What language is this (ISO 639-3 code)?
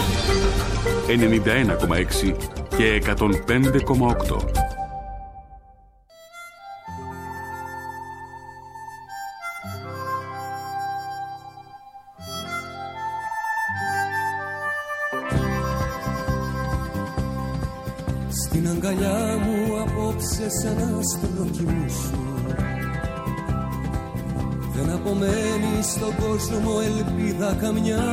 ell